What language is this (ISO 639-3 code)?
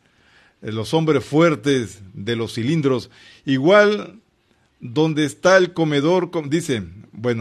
spa